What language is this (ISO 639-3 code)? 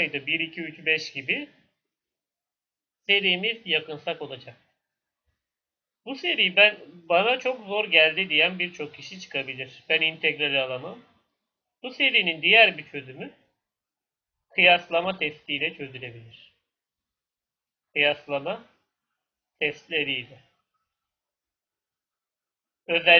tur